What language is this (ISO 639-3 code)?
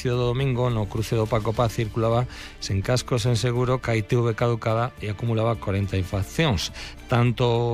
glg